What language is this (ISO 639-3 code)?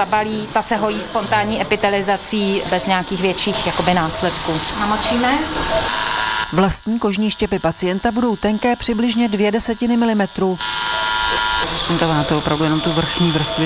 ces